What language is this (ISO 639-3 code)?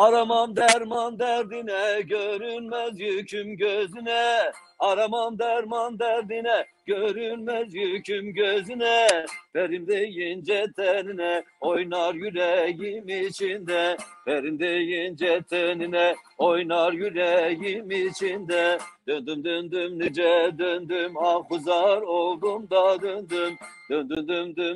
zza